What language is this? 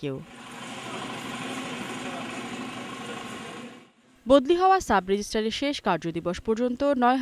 Bangla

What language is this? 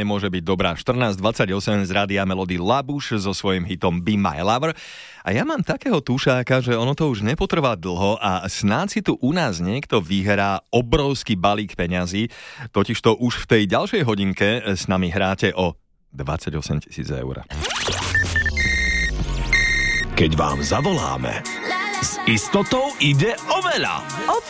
Slovak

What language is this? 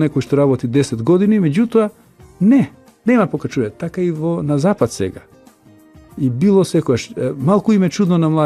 Macedonian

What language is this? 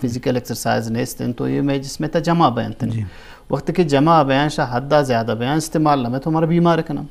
Eastern Balochi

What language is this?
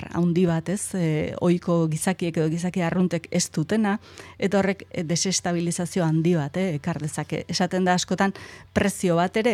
Basque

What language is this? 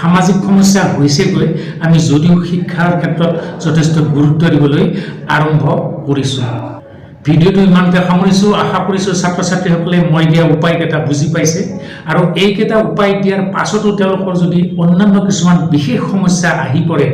Assamese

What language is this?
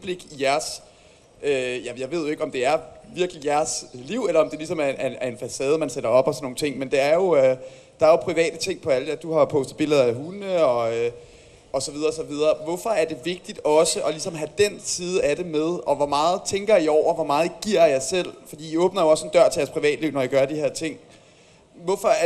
Danish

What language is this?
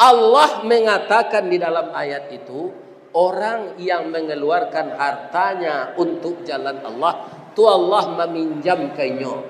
Minangkabau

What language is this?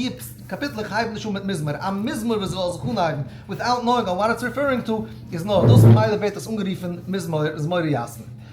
Yiddish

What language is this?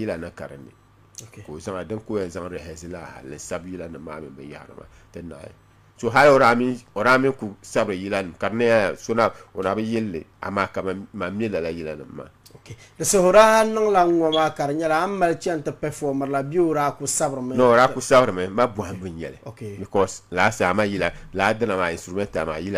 Dagbani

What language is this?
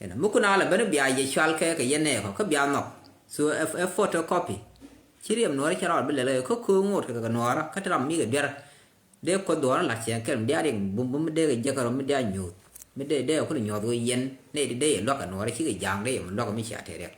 Nuer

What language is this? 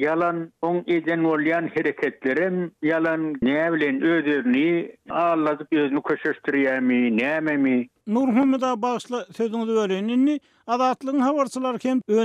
Turkmen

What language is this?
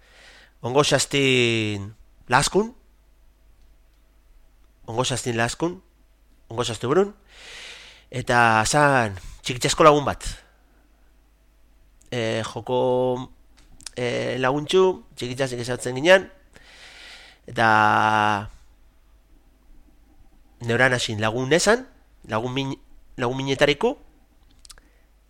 Basque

